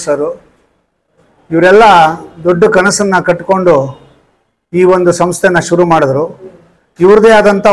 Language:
Kannada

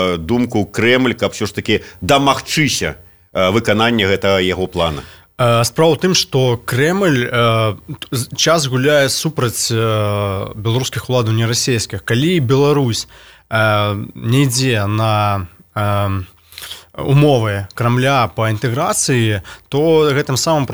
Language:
Belarusian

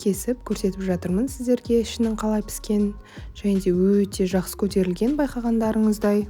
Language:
Kazakh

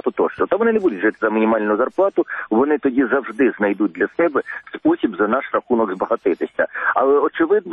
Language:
Ukrainian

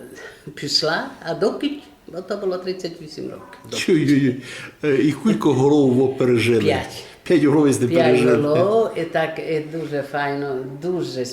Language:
Rusyn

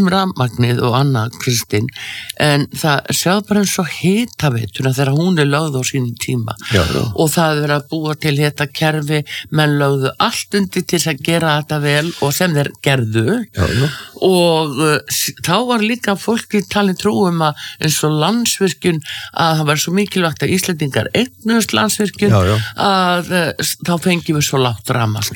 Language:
Icelandic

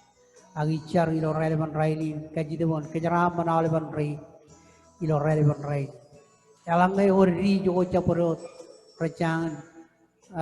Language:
Marshallese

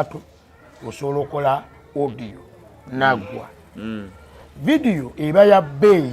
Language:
Ganda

